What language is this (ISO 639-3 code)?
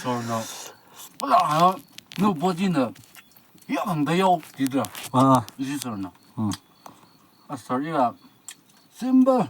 nmf